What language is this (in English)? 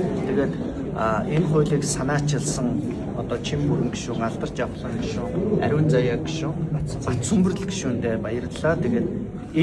Mongolian